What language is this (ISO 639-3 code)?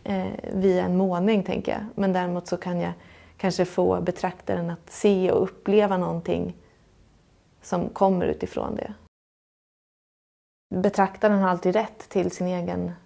swe